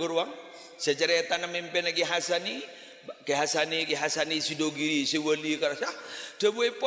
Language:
Madurese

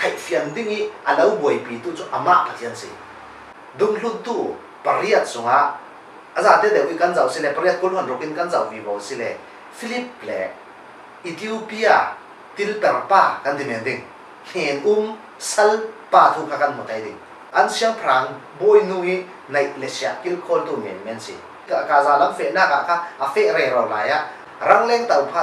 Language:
Falam Chin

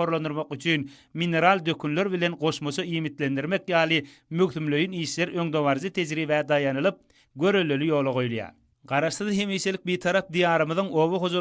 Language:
Turkmen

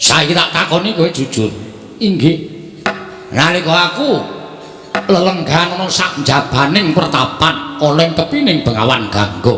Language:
Javanese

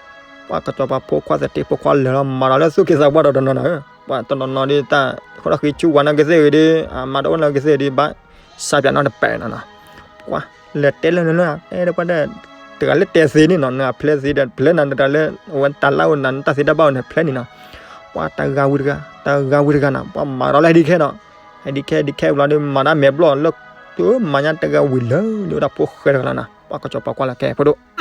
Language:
S'gaw Karen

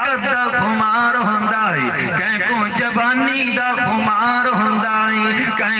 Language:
Saraiki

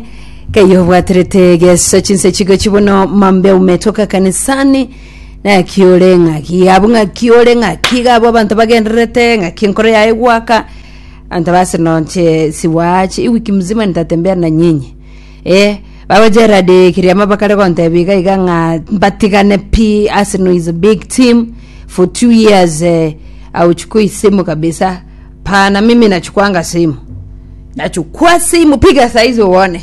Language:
Gusii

